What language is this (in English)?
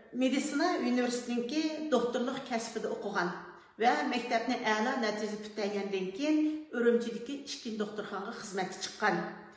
Uyghur